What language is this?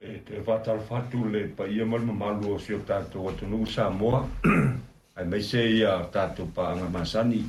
Samoan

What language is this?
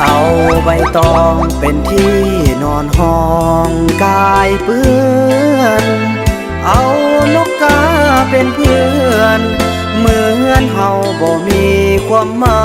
Northeastern Thai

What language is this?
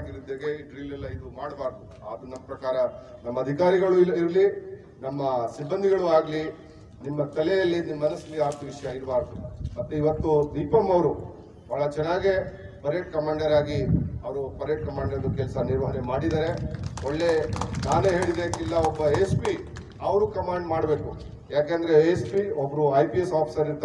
Kannada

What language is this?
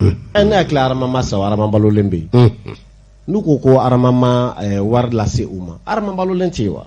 Bambara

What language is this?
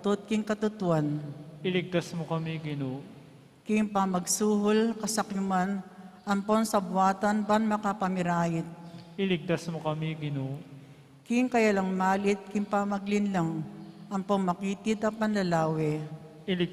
Pampanga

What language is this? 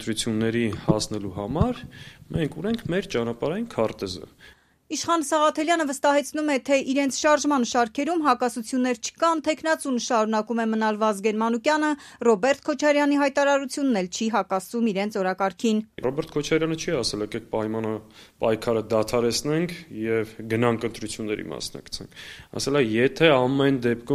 Armenian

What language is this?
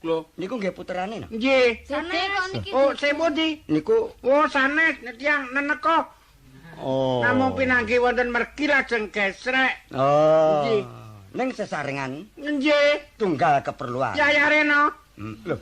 Javanese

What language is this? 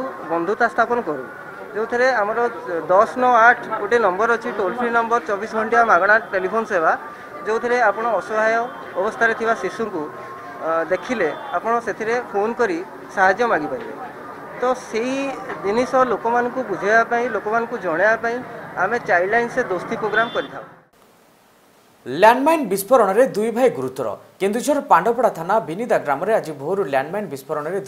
Odia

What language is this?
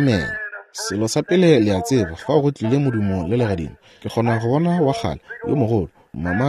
Northern Sotho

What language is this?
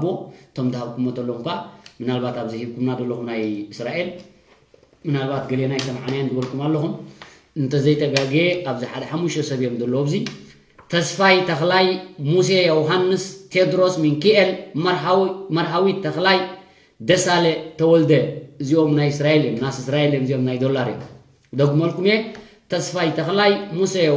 Tigrinya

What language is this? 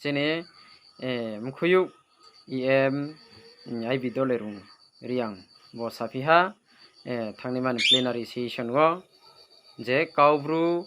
Riang (India)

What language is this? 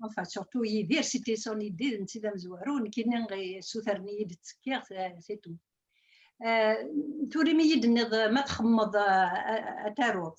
Kabyle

